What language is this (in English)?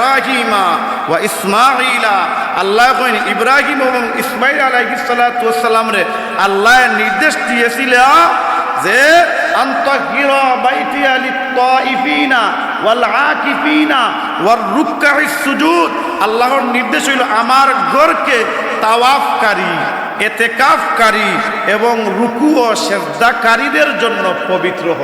Sylheti